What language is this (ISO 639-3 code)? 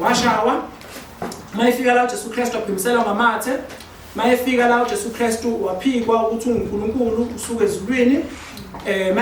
zul